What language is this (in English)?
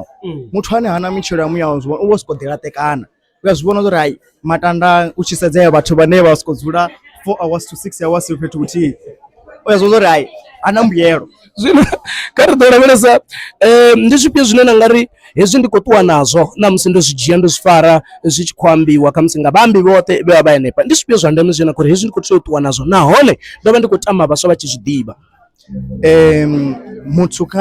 Venda